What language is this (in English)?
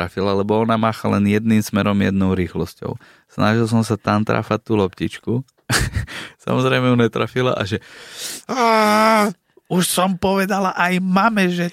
Slovak